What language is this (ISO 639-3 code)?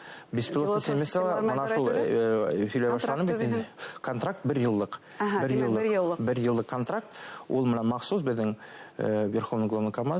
bak